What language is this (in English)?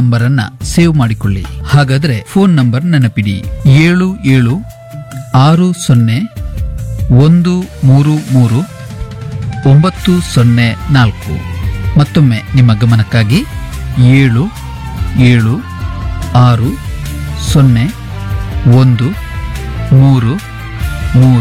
Kannada